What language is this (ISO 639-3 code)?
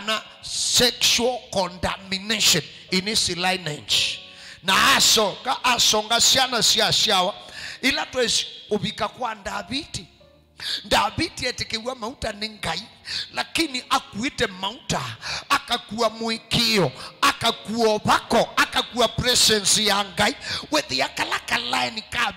kam